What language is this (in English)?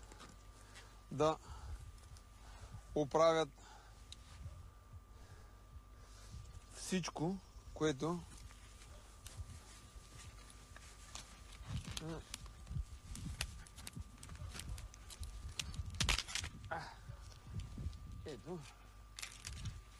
Bulgarian